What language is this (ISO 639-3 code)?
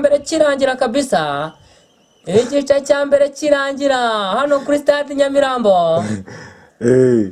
kin